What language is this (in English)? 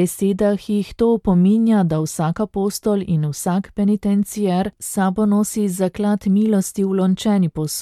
Slovenian